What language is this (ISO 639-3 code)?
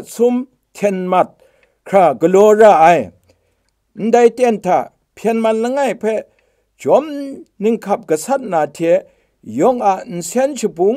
kac